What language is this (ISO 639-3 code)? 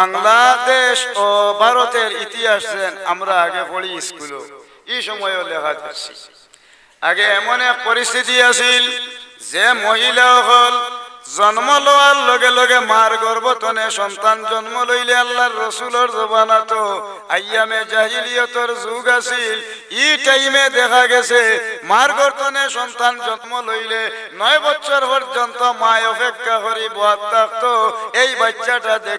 syl